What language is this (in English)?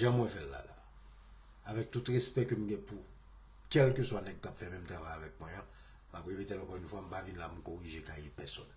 Haitian Creole